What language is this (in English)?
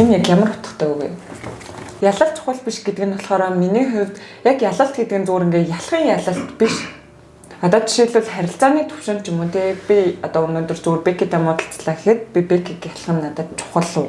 Mongolian